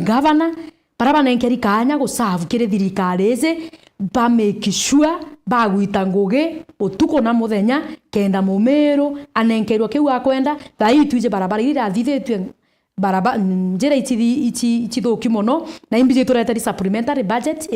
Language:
Meru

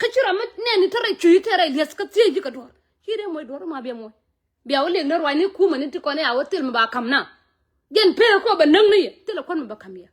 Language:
Nuer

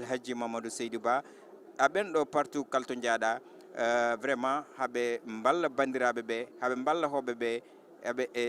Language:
Fula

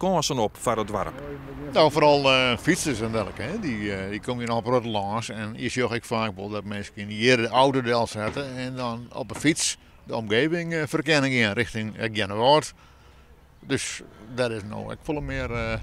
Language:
Western Frisian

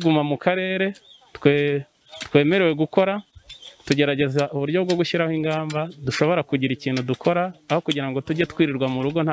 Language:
Kinyarwanda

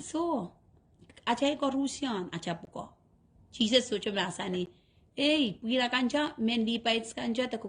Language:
Pohnpeian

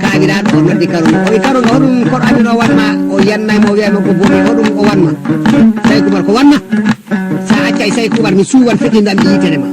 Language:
Fula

